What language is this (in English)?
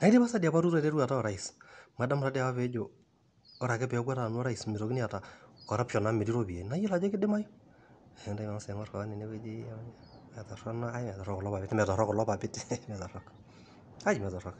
Masai